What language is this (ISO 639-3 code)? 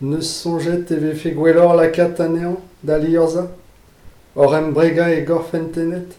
bre